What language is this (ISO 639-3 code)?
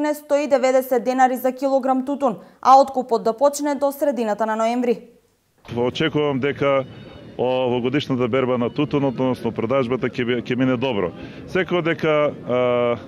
mkd